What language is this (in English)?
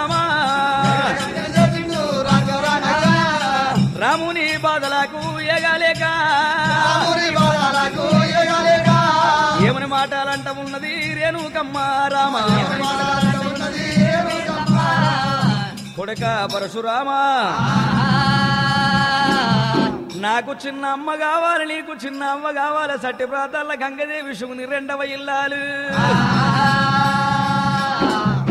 Telugu